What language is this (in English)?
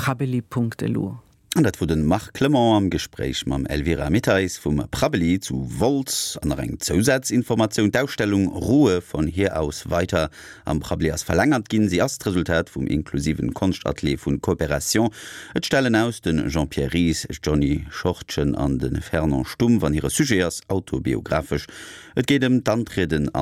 Luxembourgish